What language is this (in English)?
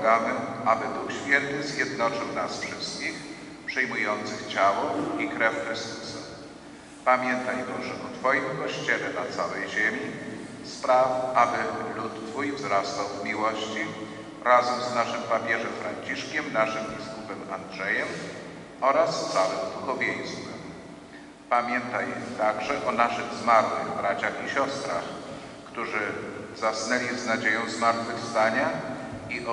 Polish